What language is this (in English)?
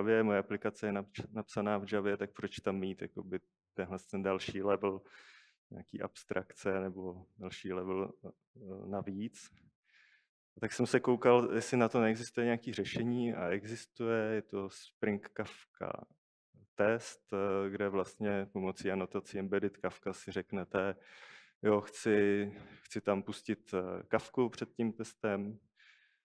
Czech